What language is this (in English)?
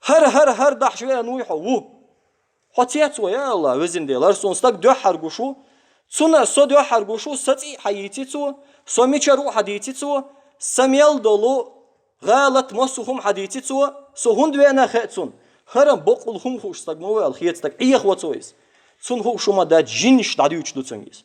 Chechen